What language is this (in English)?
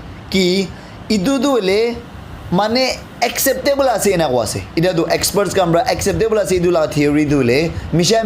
Naga Pidgin